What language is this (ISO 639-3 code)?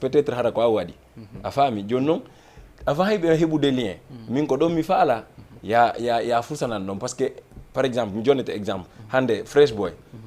ful